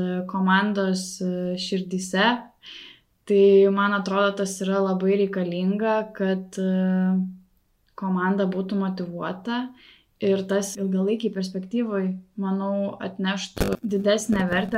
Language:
Lithuanian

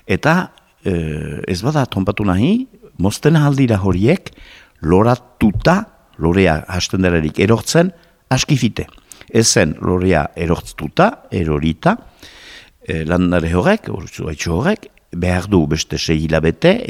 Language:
Basque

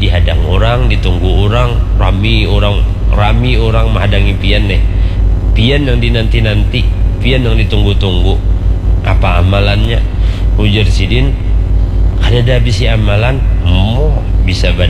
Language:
Banjar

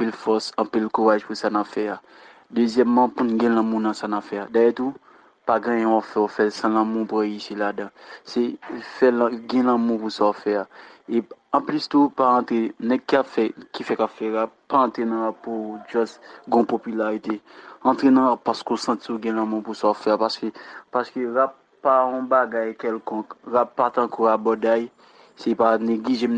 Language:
Haitian Creole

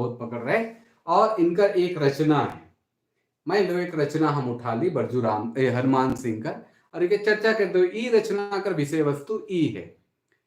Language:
Sadri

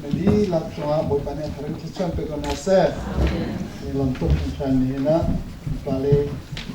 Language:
Hakha Chin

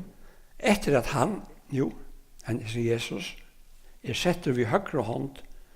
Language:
Faroese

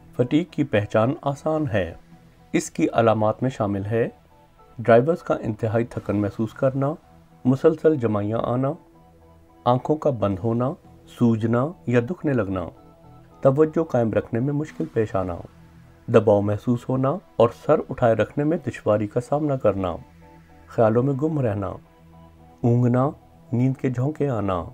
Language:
Urdu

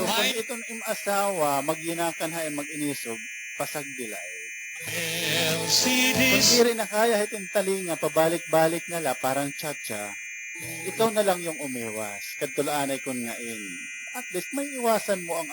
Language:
Waray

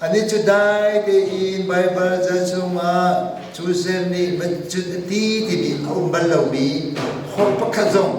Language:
Hakha Chin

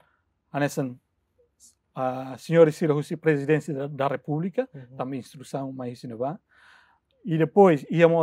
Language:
Tetum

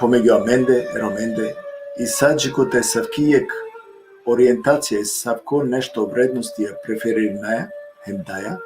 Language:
Balkan Romani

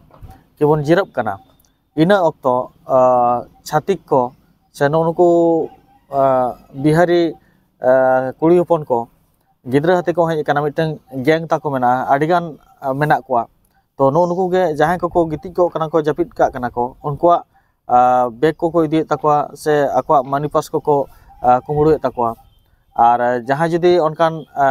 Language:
Santali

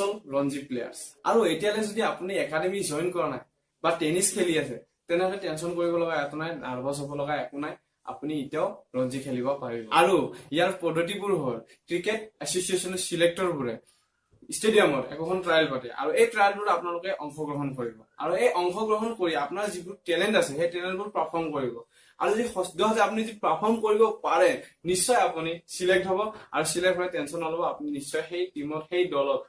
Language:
Assamese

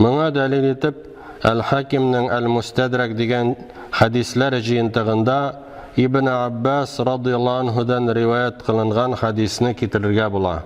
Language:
Tatar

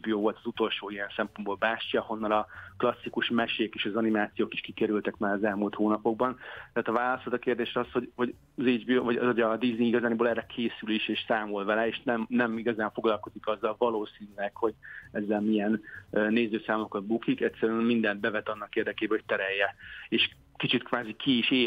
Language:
Hungarian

